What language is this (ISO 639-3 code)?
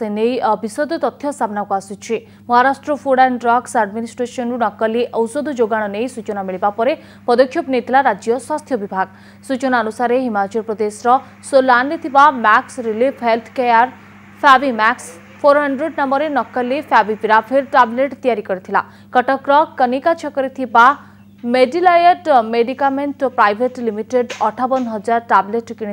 ori